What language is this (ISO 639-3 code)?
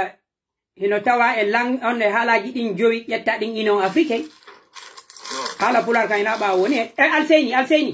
fuf